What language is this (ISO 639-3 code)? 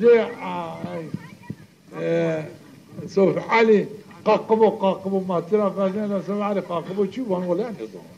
zza